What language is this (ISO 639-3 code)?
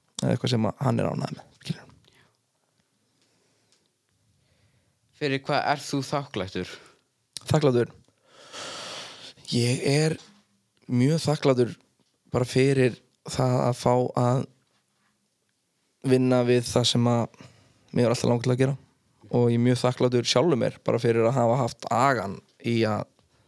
isl